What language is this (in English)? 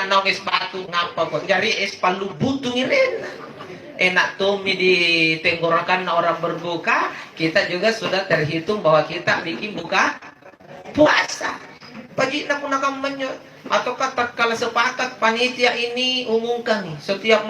Makasar